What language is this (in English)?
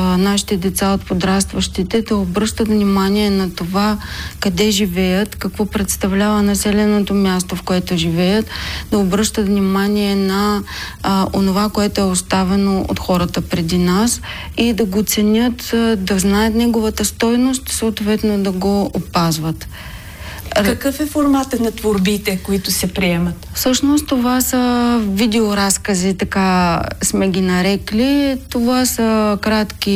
Bulgarian